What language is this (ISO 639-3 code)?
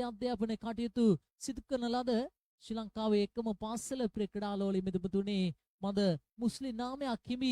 sin